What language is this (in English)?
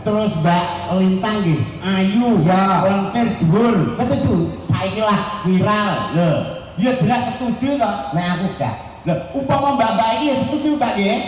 Javanese